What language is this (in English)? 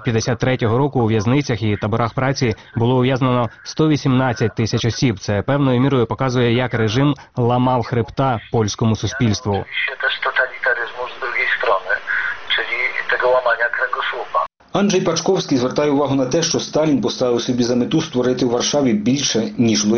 Ukrainian